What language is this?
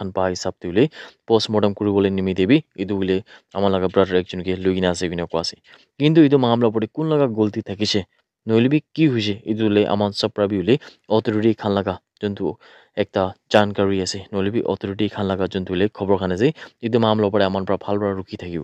Naga Pidgin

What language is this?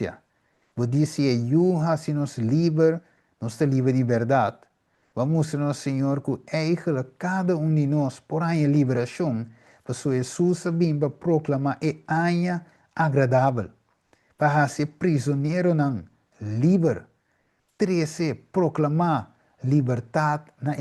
Papiamento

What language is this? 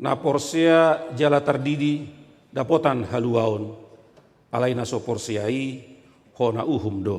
Batak Toba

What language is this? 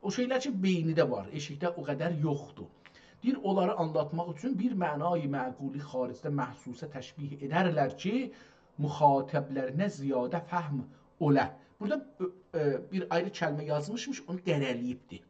South Azerbaijani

